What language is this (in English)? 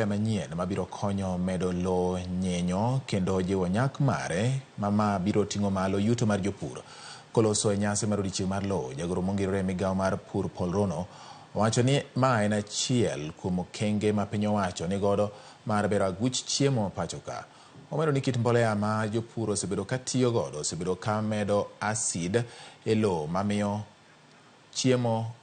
Luo (Kenya and Tanzania)